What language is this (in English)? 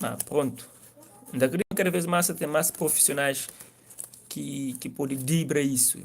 Kabuverdianu